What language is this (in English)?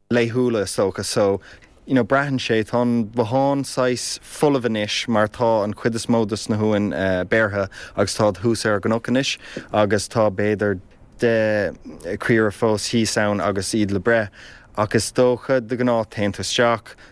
Irish